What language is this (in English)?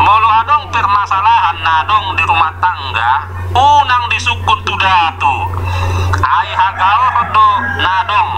Batak Toba